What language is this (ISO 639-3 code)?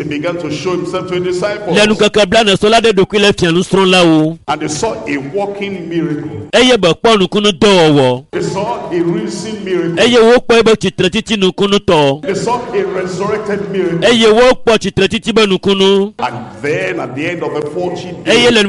ewe